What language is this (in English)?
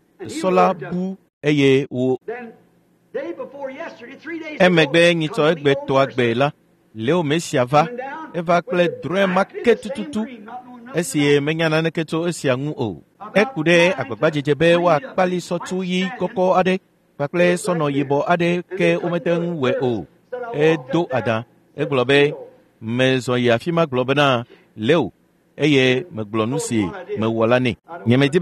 Ewe